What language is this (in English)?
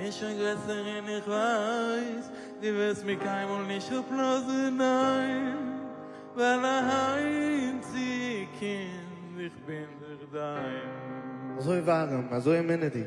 Yiddish